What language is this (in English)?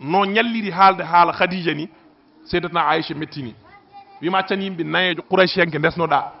Fula